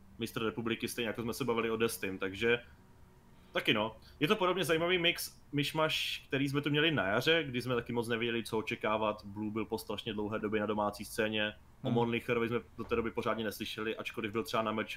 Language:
Czech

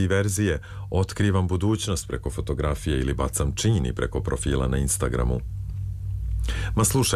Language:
Serbian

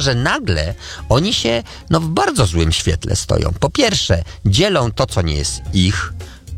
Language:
Polish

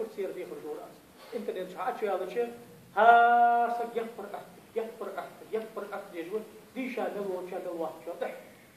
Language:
Ingush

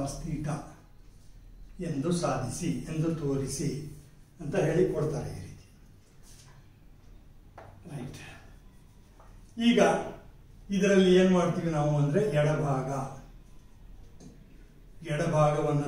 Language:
Kannada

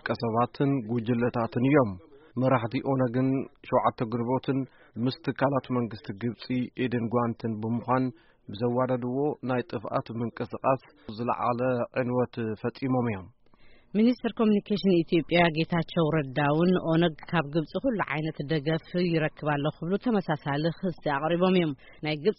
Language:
Tigrinya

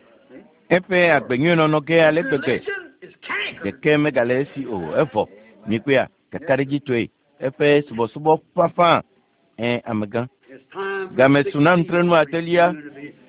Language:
Ewe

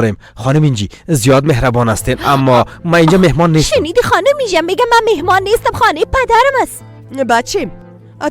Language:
Persian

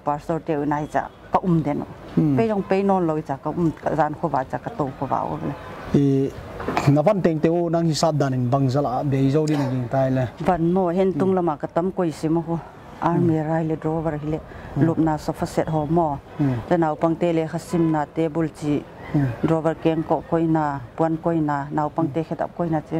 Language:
Paite Chin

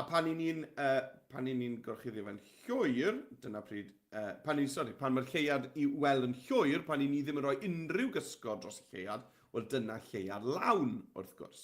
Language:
Welsh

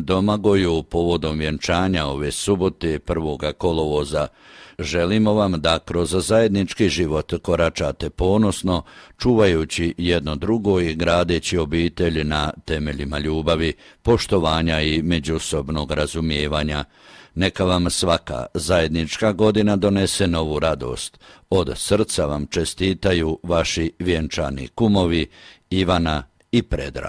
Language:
Croatian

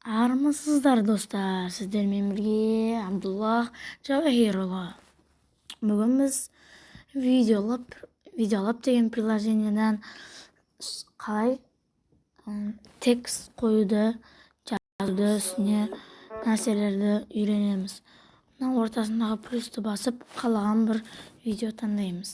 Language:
Kazakh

